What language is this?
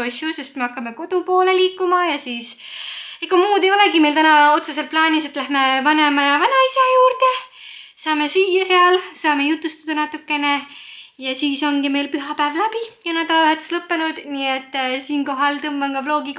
Estonian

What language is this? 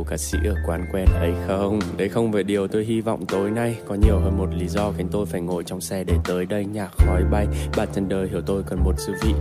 Vietnamese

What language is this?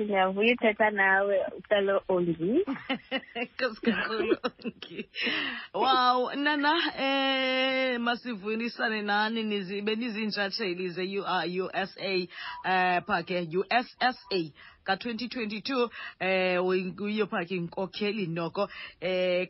Xhosa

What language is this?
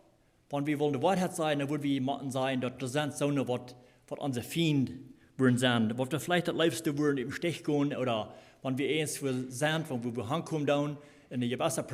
Plautdietsch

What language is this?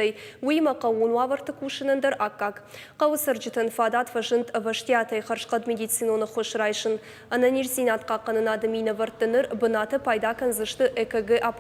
Ossetic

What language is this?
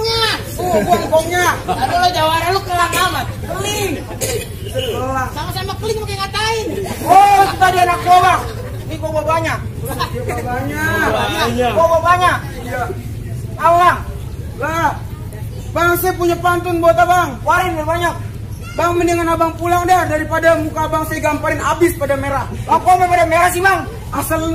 Betawi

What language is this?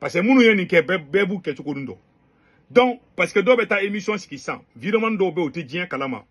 Bambara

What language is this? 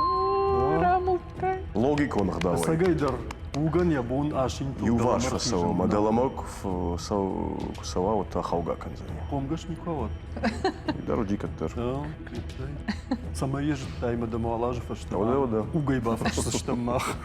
Ossetic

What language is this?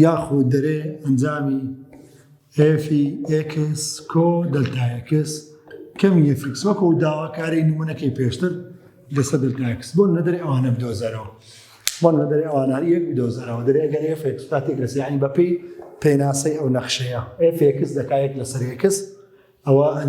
Central Kurdish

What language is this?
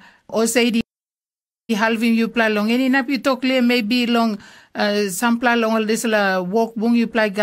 Tok Pisin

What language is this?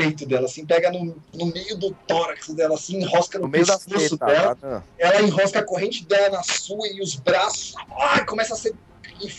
Portuguese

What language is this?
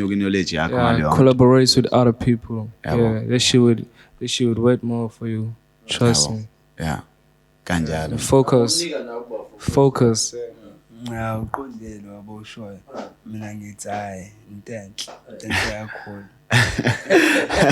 Zulu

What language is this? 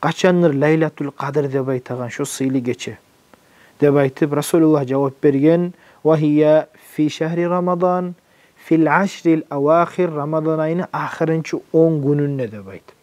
Kumyk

